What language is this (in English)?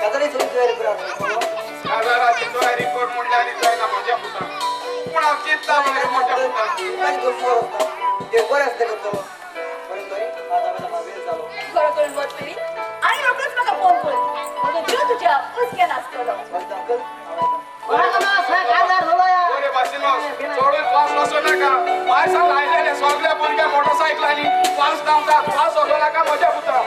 Konkani